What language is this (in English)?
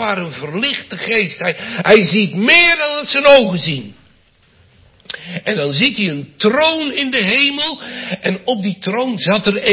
Dutch